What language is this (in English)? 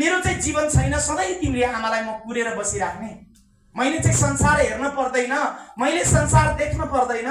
Nepali